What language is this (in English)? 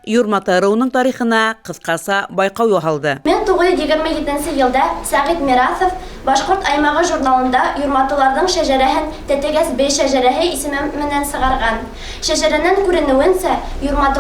Bashkir